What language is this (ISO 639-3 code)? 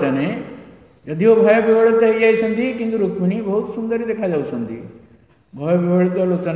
ori